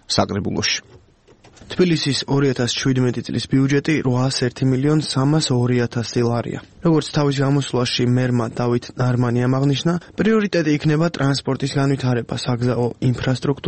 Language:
Georgian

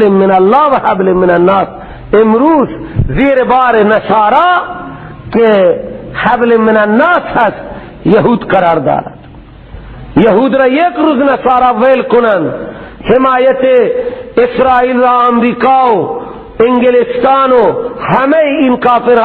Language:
Persian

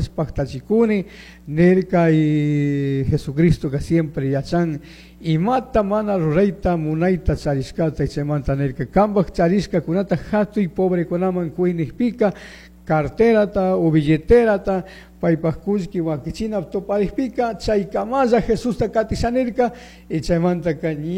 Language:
Chimborazo Highland Quichua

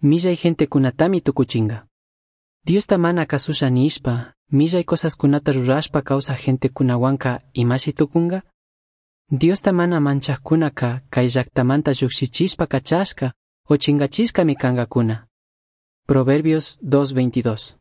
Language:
Chimborazo Highland Quichua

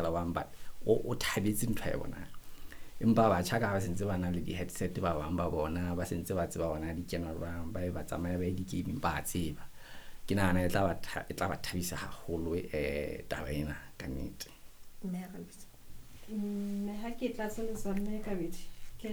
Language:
Southern Sotho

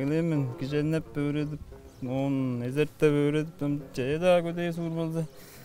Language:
Tuvinian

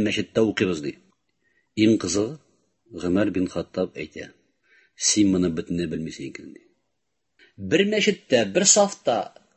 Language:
Tatar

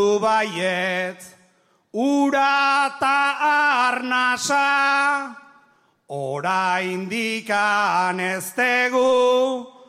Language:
Basque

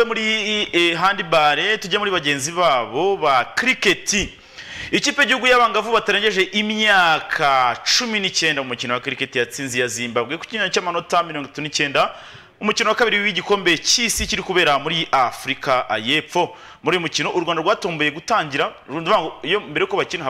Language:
Kinyarwanda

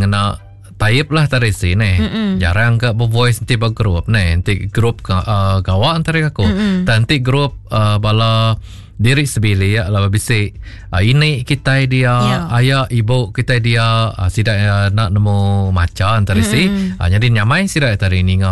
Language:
Iban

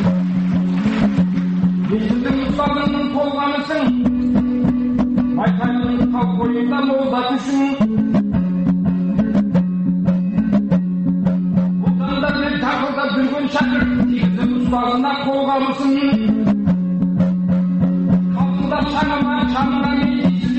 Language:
Kazakh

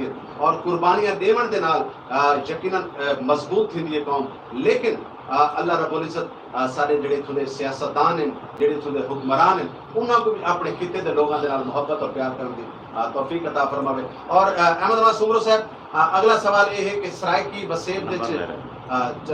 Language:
Saraiki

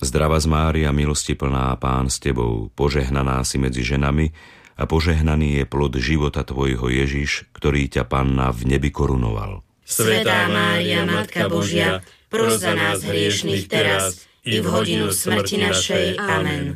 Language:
Slovak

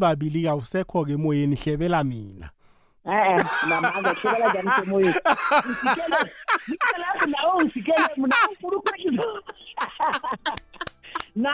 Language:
South Ndebele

